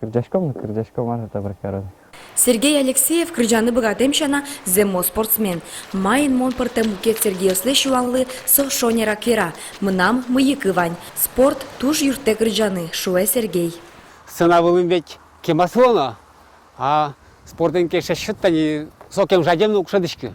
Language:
Udmurt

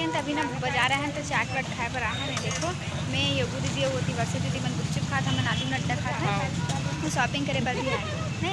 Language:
Chhattisgarhi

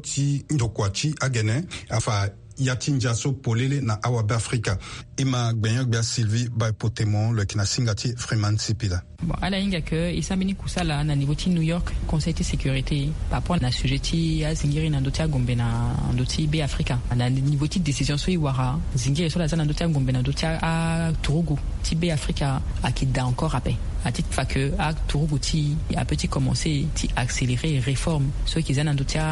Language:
Sango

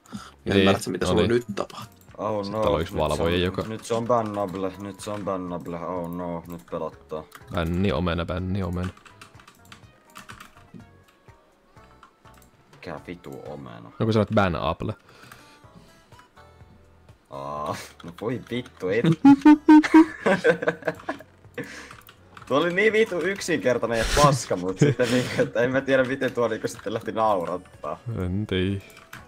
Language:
Finnish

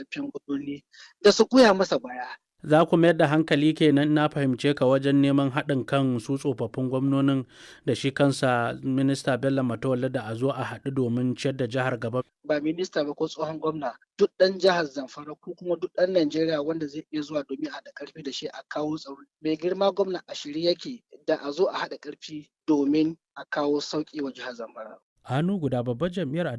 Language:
Hausa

